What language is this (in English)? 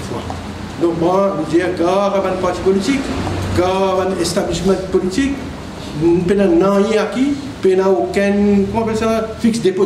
Morisyen